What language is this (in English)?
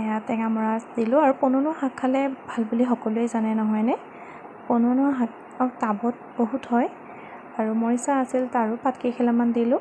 Assamese